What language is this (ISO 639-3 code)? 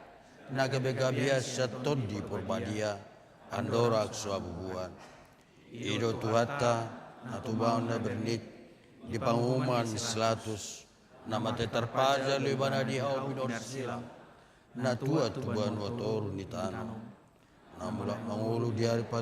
bbc